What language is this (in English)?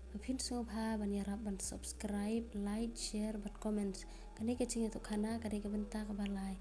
Khasi